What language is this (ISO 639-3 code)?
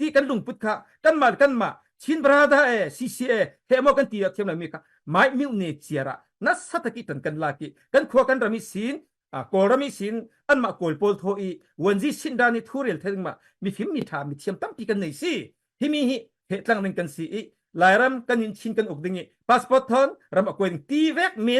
cfm